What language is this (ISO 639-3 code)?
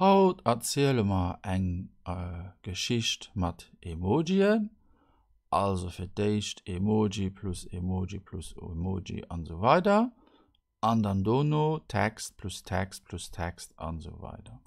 ltz